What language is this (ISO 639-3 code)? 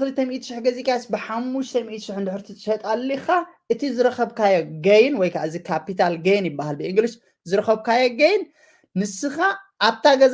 tir